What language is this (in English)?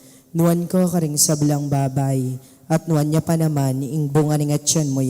Pampanga